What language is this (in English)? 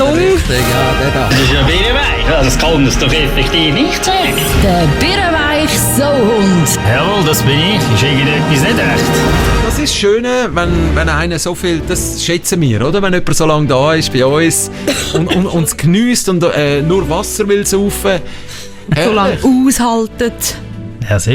Swiss German